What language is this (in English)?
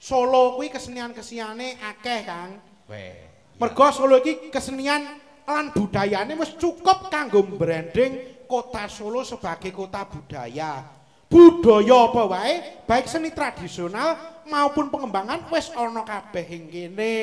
Javanese